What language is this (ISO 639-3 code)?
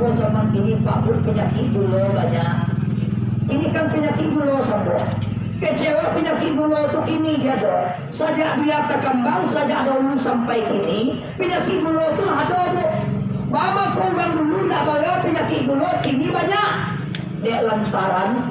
min